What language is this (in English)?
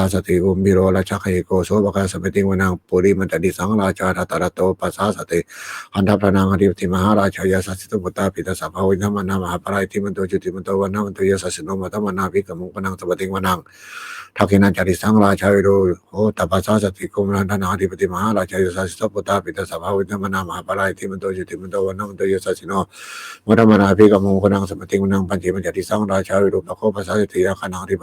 Pali